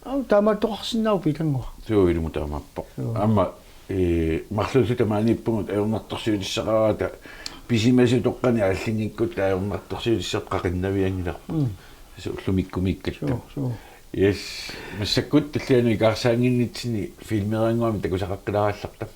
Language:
Kalaallisut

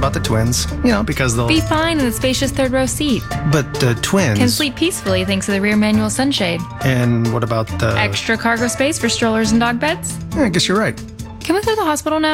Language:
English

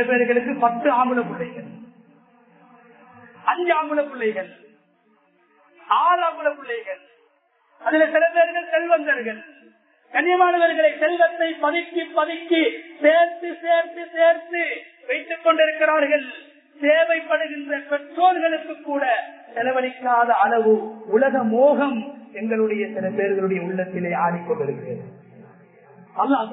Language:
Tamil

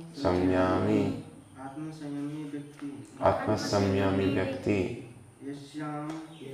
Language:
Hindi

